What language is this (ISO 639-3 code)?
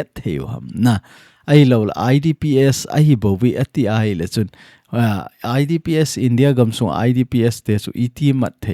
tcz